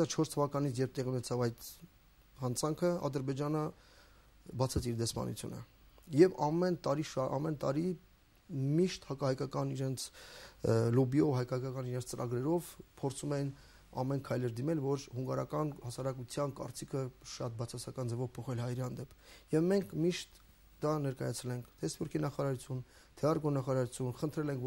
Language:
Armenian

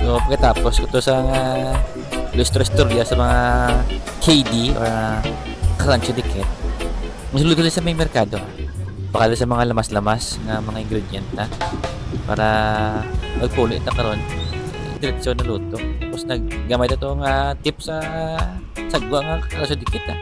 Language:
Hiligaynon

